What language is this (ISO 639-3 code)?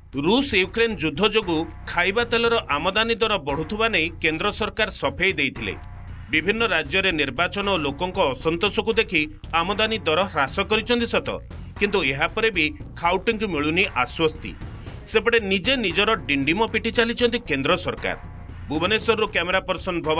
ori